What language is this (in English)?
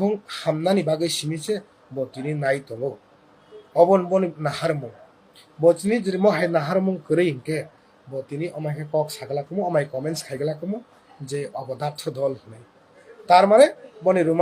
Kok Borok